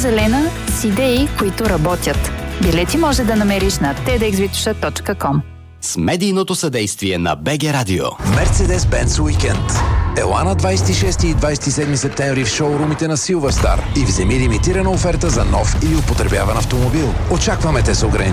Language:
Bulgarian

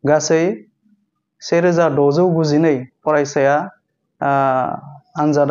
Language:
Bodo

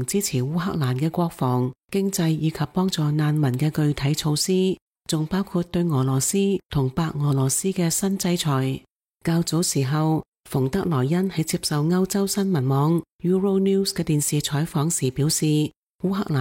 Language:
Cantonese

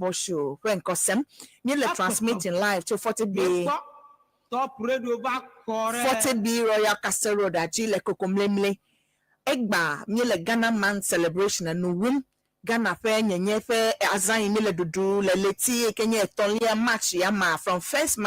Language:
Ewe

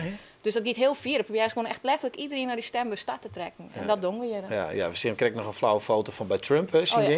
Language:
Western Frisian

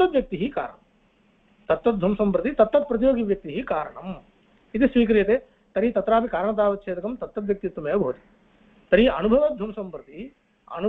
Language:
Sanskrit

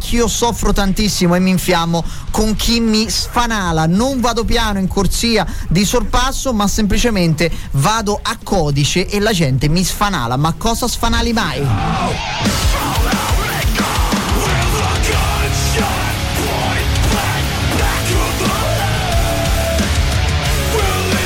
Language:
Italian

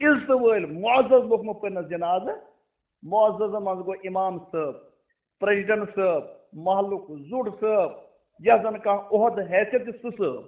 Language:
Kashmiri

